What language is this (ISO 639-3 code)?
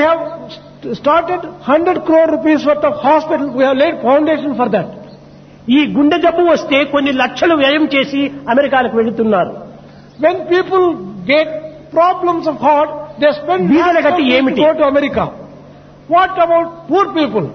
tel